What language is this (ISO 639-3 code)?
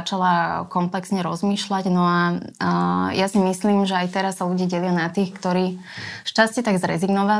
slk